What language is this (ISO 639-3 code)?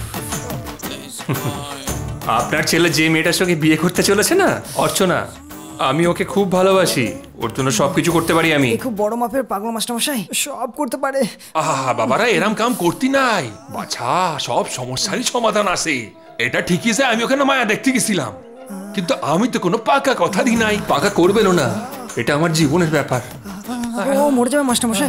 ben